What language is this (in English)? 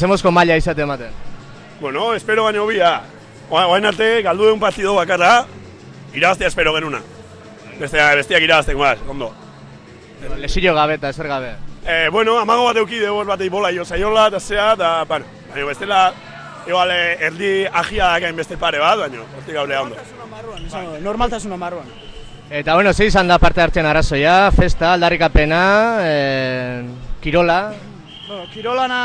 Basque